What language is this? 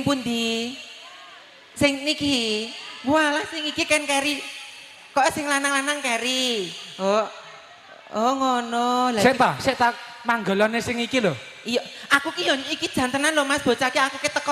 Javanese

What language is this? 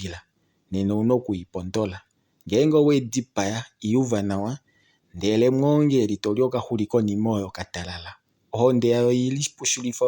Kuanyama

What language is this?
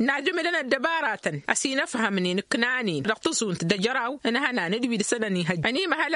Tamasheq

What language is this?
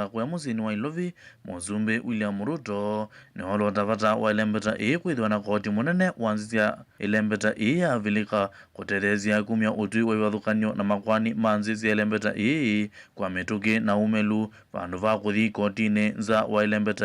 Kamba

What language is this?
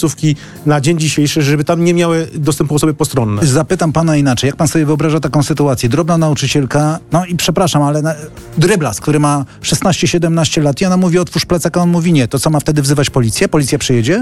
Polish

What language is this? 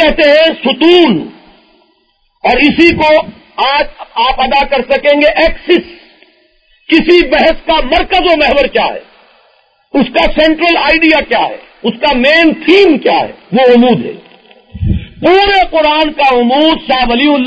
Urdu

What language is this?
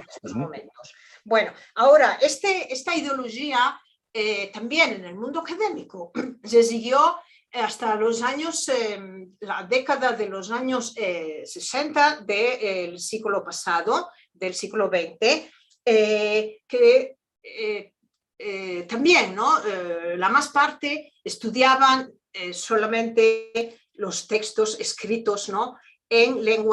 Ladino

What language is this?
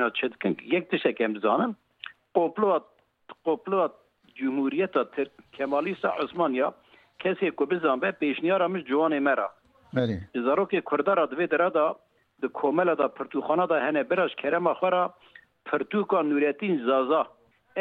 Kurdish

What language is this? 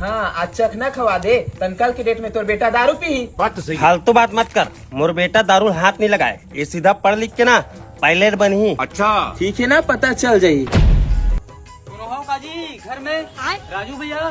Chhattisgarhi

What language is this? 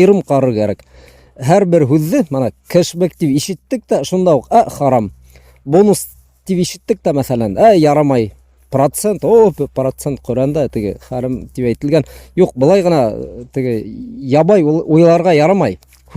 Bashkir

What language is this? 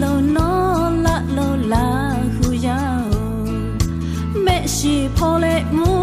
Lahu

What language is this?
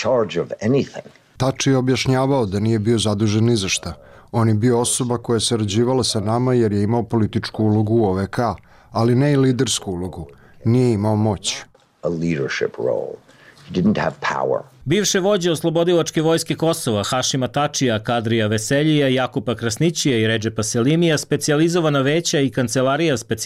Serbian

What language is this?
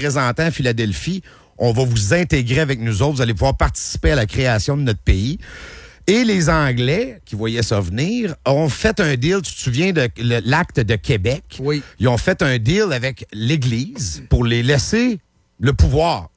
French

